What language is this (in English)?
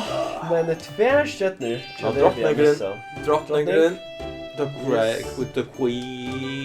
Faroese